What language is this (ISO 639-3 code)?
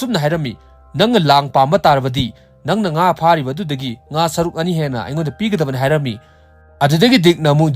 mni